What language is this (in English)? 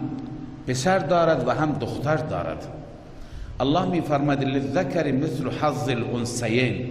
Persian